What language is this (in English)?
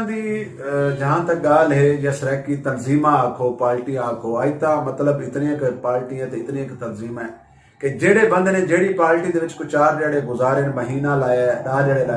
Saraiki